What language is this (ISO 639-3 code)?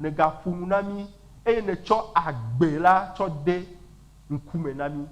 ewe